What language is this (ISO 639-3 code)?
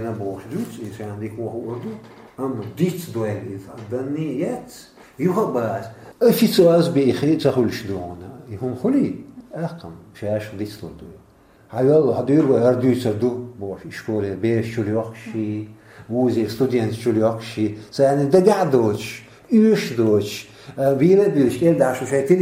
che